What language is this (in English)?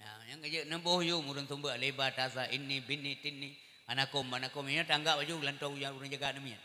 Achinese